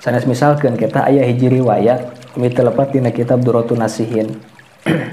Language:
Sundanese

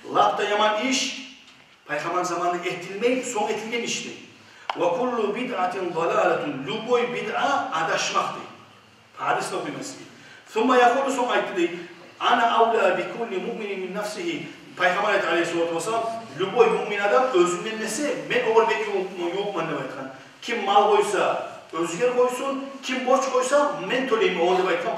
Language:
Kumyk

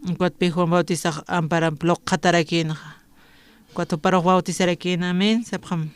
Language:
Aymara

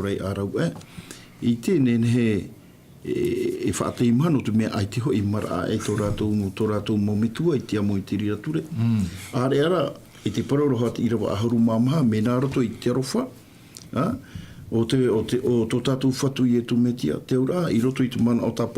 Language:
Tahitian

